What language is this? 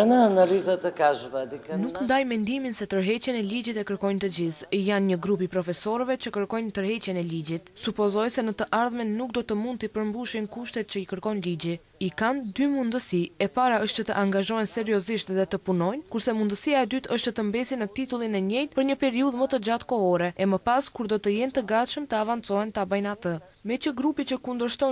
Albanian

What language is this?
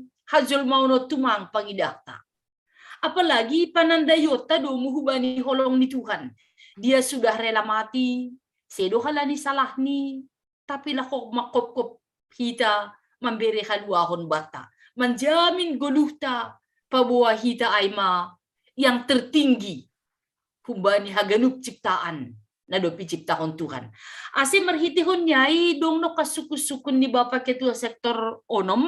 Batak Simalungun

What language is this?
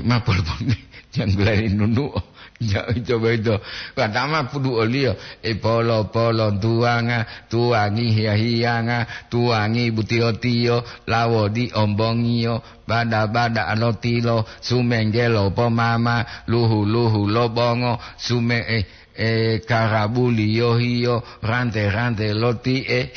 Gorontalo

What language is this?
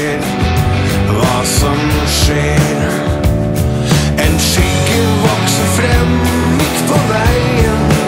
Norwegian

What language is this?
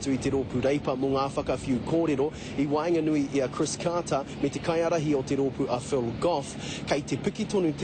Māori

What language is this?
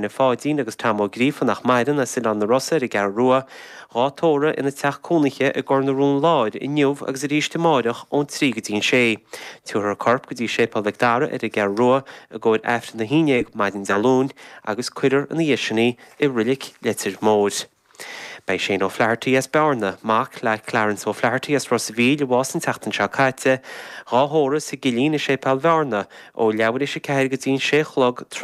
Irish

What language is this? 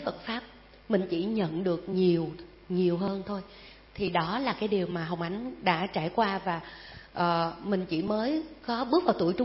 Vietnamese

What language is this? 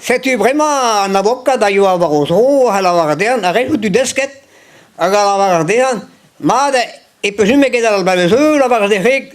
Breton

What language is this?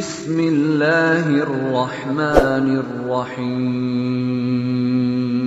Sasak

